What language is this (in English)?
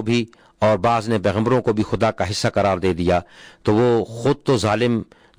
Urdu